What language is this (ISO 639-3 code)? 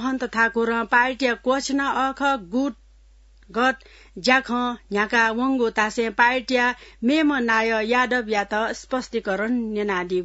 new